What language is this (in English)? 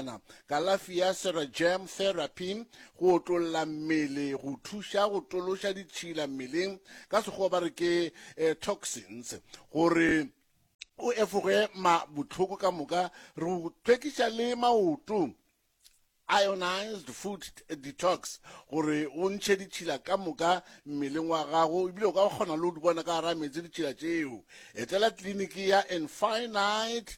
Northern Sotho